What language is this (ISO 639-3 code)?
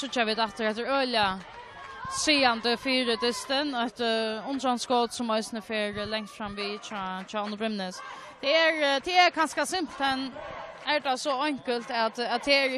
fao